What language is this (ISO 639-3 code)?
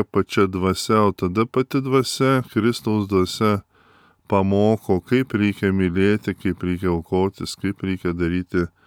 lit